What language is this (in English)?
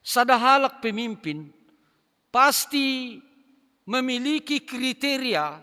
Batak Simalungun